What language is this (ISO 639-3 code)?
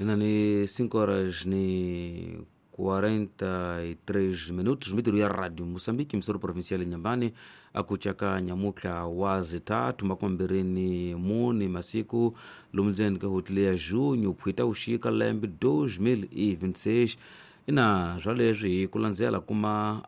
tso